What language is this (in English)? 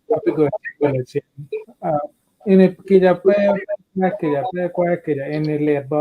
Acoli